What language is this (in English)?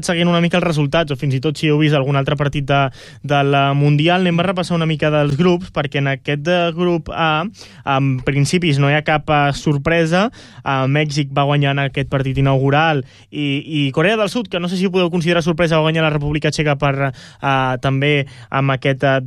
Catalan